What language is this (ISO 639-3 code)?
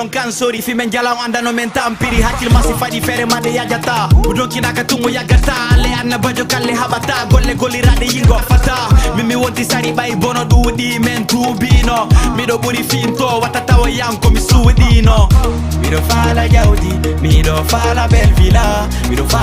ful